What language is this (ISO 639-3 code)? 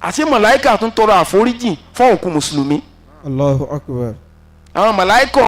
yor